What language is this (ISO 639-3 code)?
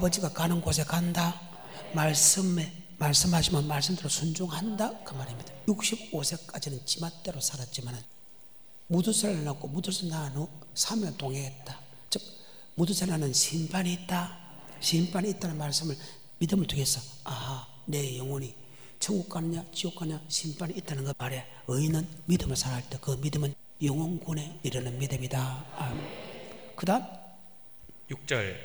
kor